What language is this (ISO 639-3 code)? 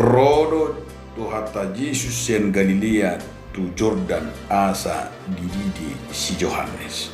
bbc